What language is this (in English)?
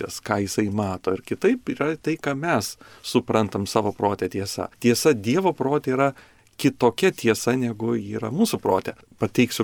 Lithuanian